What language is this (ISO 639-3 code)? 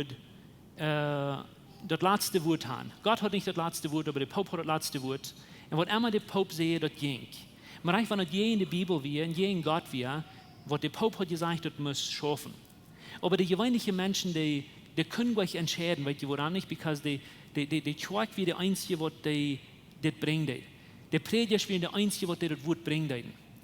pdt